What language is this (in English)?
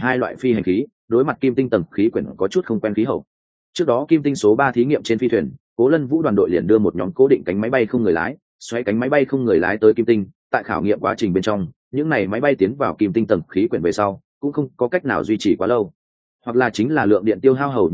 Vietnamese